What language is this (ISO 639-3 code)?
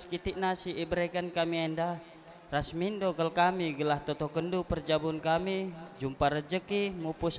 btx